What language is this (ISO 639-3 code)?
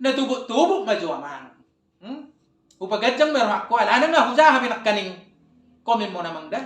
bbc